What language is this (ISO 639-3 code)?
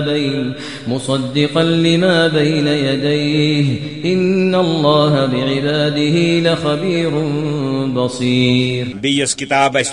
kas